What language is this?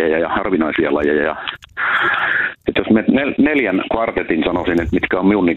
Finnish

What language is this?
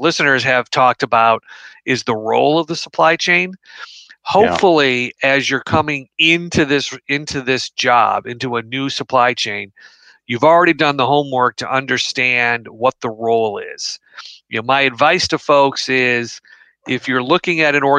English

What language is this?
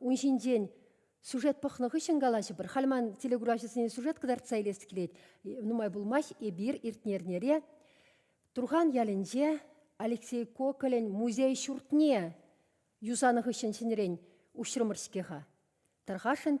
Chuvash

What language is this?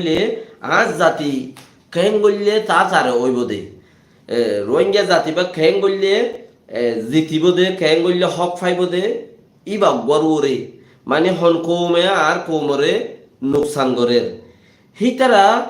Rohingya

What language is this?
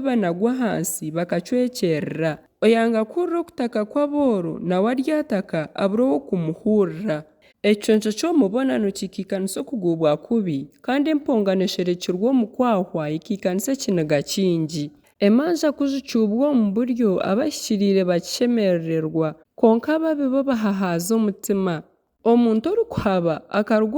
Nyankole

